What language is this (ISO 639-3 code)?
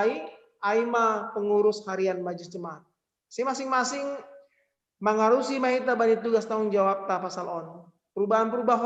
bts